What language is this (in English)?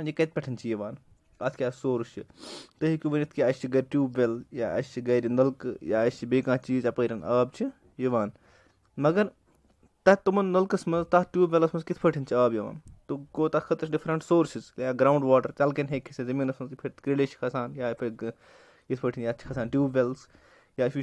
Kashmiri